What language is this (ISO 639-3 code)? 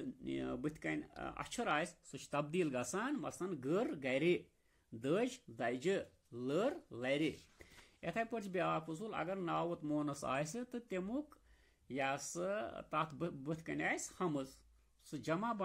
kas